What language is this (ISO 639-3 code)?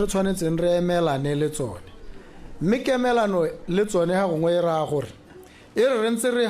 tsn